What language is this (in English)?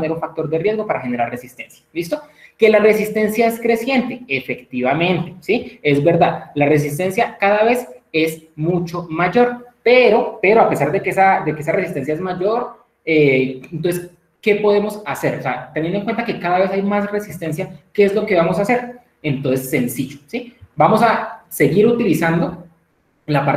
Spanish